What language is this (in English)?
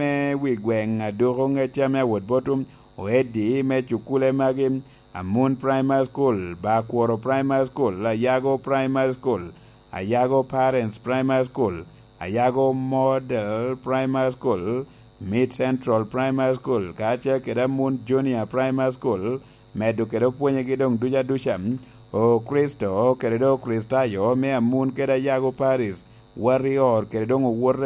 Lango (Uganda)